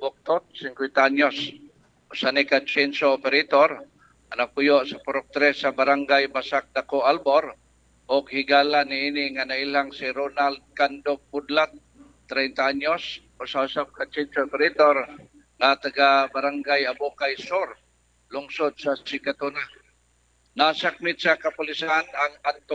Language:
Cebuano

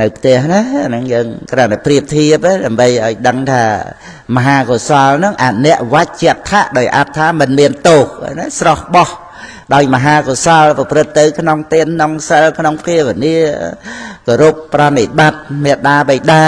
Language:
Khmer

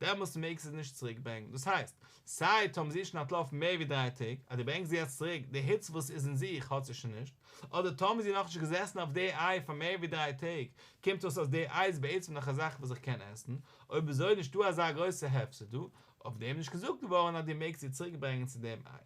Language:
Yiddish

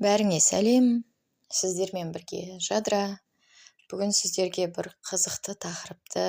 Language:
Kazakh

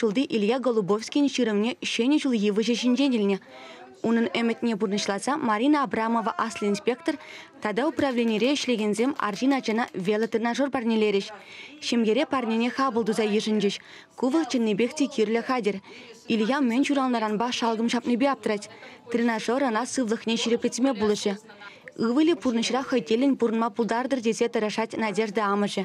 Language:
Chuvash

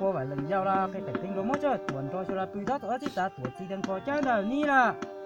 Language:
Hmong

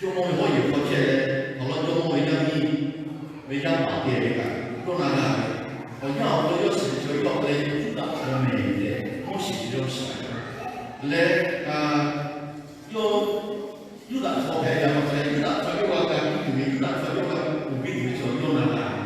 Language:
Lahu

